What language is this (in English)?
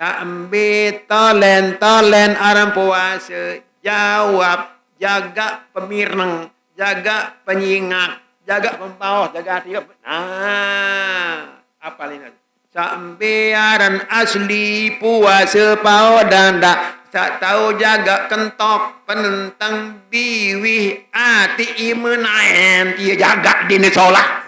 Sasak